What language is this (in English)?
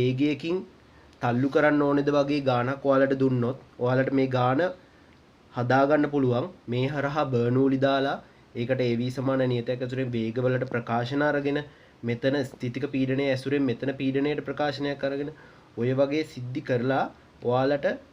Sinhala